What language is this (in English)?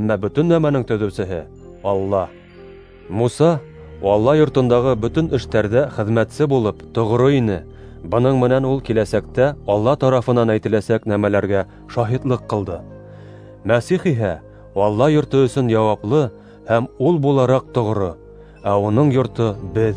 Bashkir